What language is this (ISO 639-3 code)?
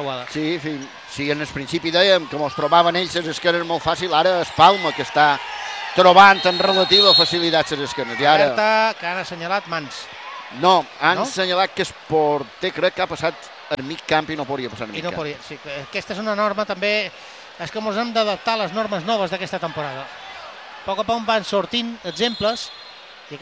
cat